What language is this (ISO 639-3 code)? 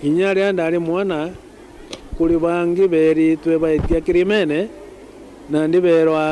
mer